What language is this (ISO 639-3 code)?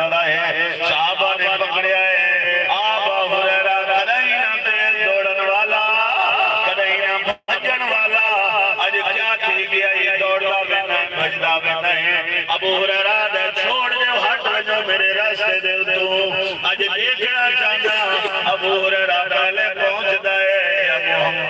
skr